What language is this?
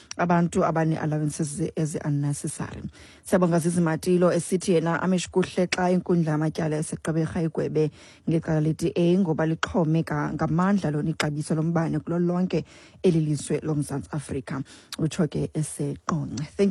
Xhosa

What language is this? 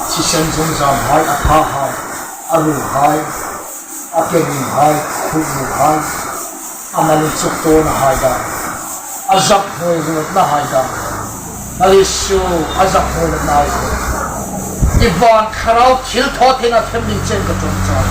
Hmar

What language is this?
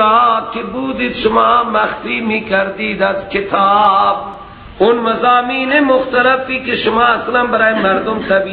Persian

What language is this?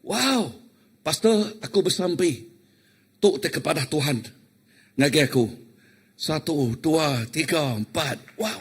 Iban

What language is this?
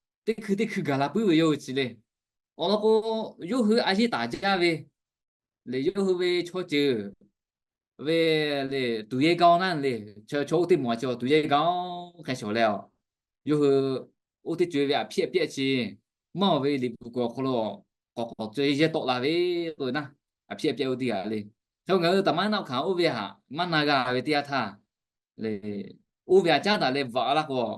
Lahu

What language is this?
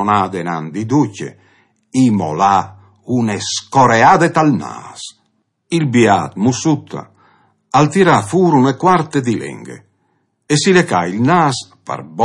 Friulian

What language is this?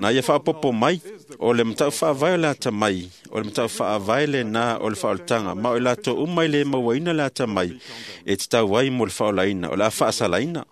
Samoan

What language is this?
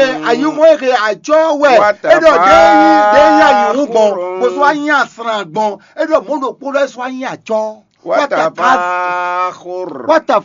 Fon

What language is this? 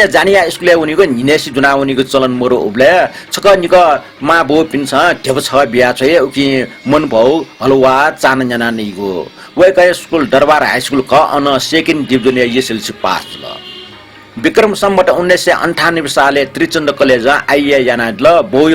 Newari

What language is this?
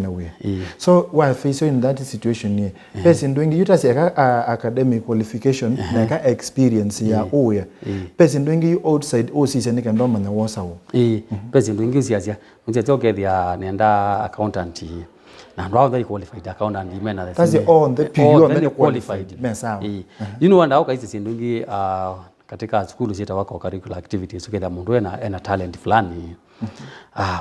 Kamba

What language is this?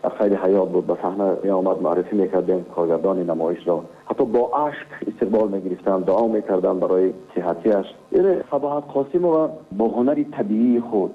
Tajik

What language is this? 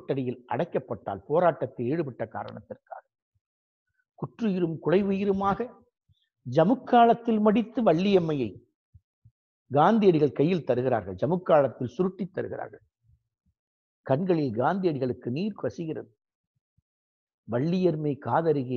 Tamil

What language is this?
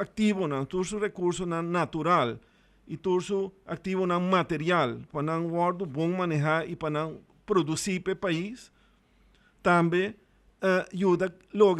Papiamento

